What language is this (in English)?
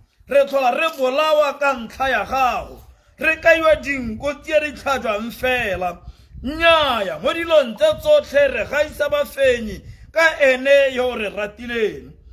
Tswana